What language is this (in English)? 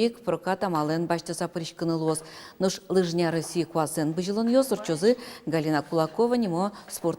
Udmurt